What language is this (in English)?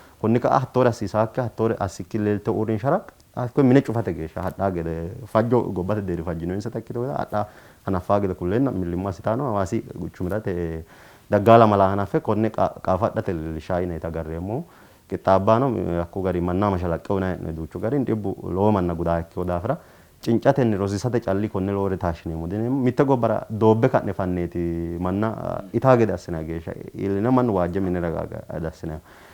Sidamo